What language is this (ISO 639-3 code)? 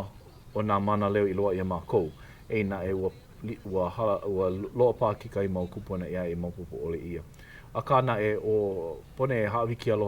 haw